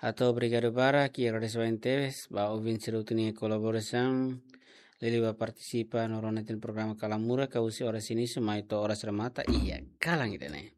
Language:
Tetum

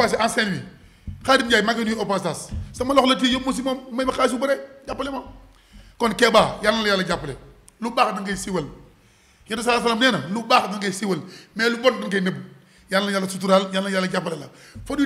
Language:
Wolof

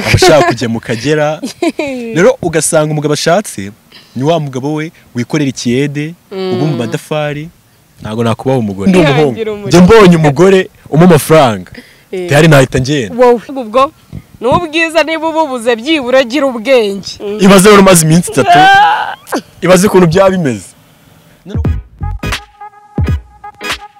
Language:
Kinyarwanda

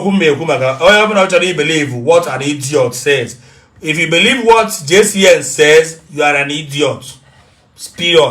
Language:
Igbo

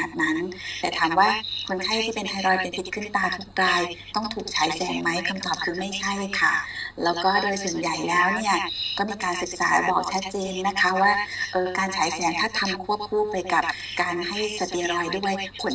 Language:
Thai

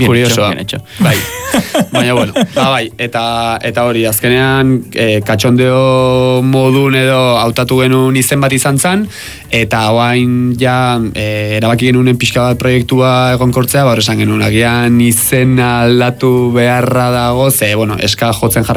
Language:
Basque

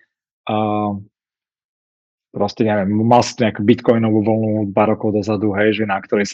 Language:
Slovak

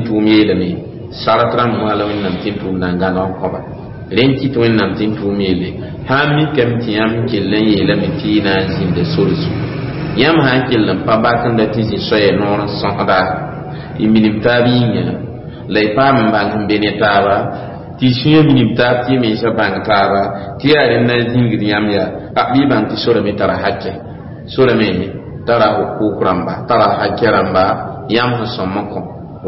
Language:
Mossi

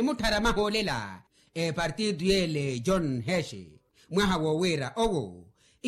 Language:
Makhuwa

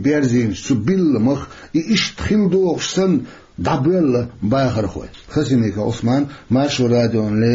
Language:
Chechen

